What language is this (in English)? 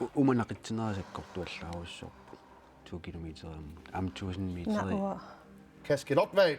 Kalaallisut